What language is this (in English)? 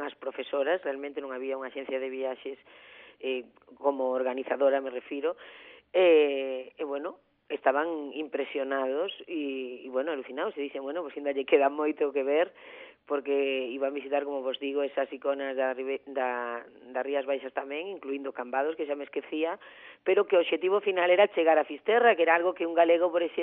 Galician